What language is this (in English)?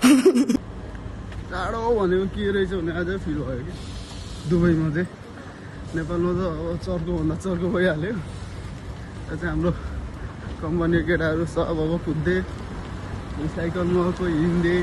Nepali